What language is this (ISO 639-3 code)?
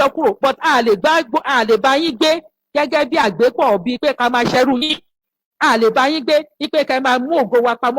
yor